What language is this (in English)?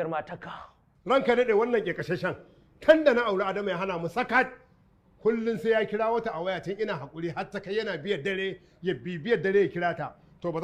Hausa